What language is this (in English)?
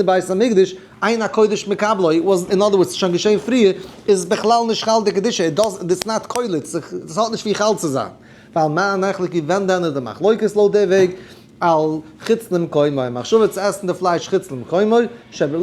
Yiddish